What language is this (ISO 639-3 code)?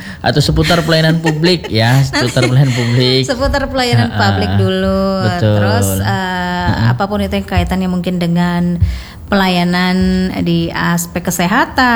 ind